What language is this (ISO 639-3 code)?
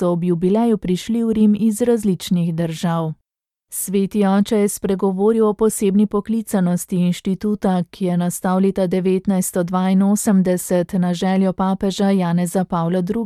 slv